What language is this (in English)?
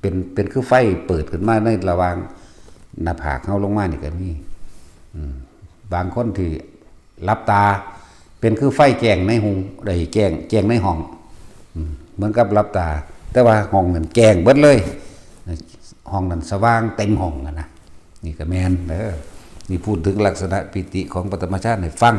Lao